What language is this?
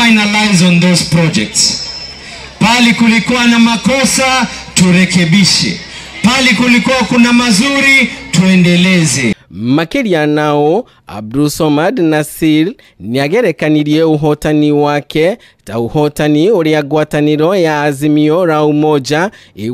Kikuyu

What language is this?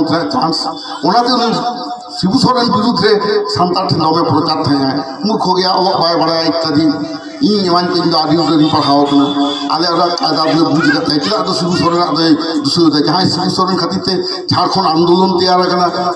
Santali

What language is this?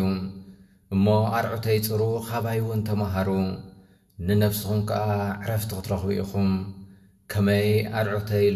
Tigrinya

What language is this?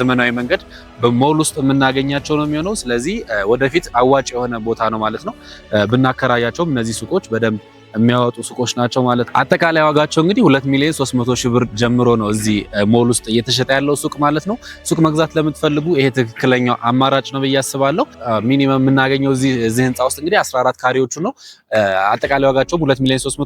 Amharic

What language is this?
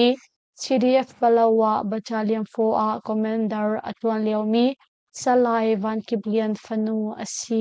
Hakha Chin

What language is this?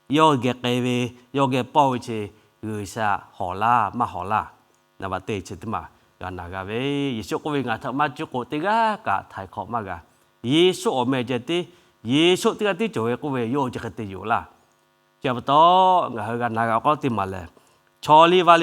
Lahu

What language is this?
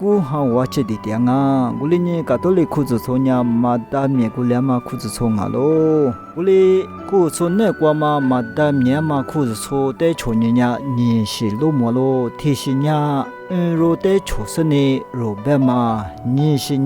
Lisu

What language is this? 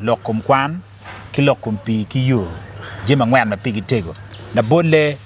Acoli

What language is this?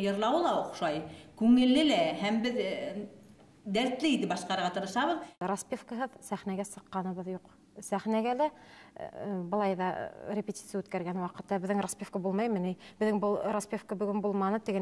Bashkir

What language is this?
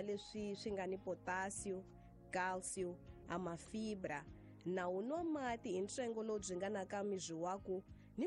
Tsonga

